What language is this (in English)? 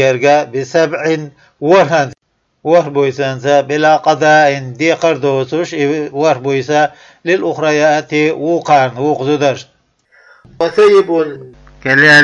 Chechen